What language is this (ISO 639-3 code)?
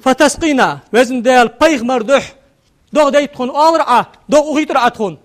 inh